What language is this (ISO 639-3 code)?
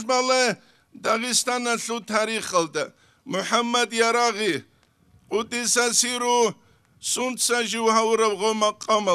ava